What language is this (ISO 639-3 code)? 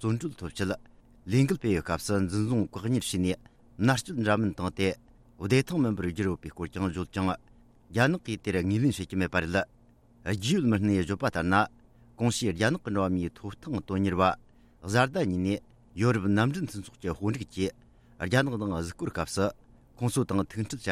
bod